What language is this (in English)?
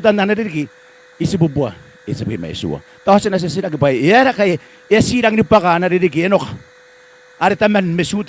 Gilbertese